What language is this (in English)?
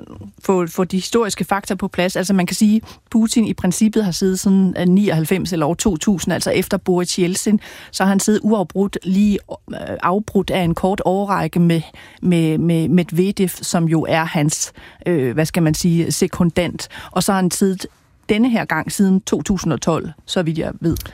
Danish